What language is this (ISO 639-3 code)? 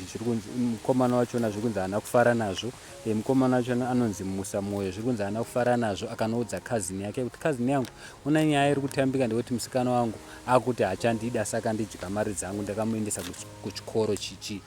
sna